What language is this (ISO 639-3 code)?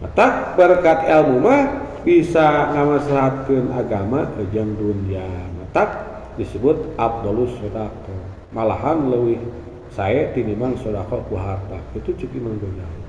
sun